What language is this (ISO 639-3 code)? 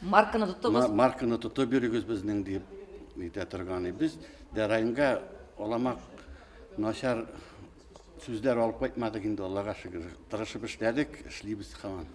bak